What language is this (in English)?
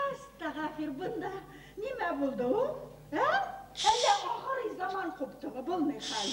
Bashkir